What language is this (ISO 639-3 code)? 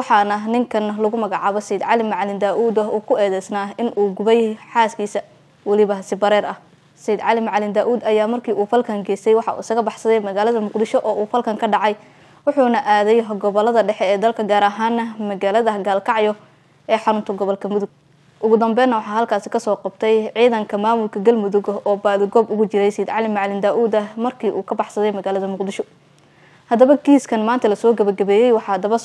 som